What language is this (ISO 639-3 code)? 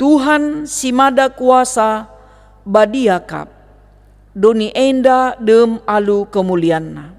btx